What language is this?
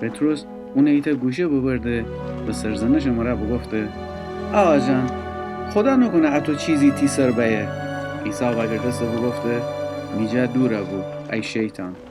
Gilaki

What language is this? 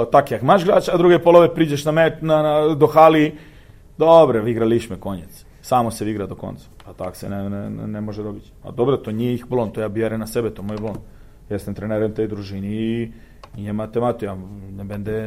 Serbian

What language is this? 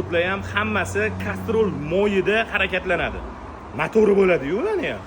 Uzbek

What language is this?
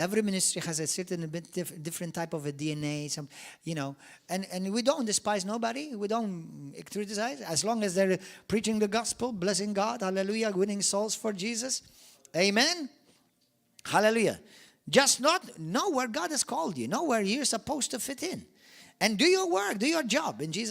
English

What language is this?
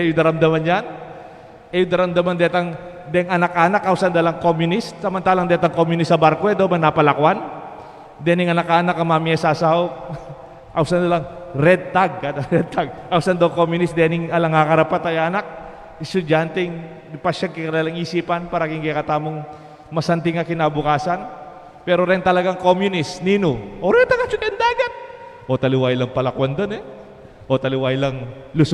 Pampanga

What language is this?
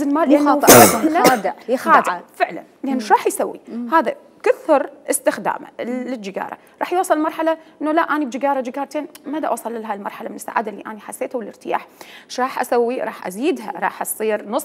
Mesopotamian Arabic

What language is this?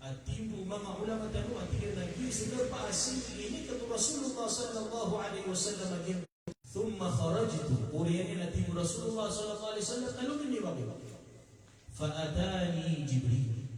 Maranao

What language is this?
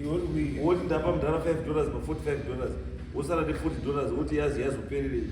Shona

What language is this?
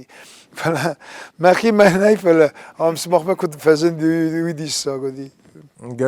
Ossetic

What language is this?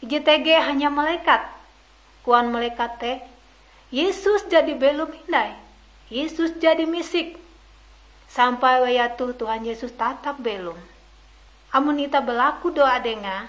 Ngaju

